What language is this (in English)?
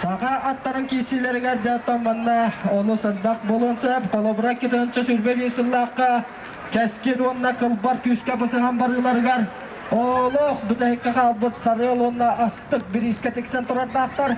Yakut